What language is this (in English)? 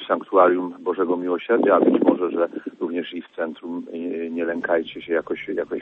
Polish